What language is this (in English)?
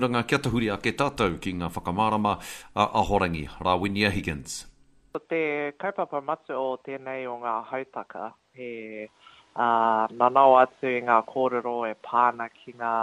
Māori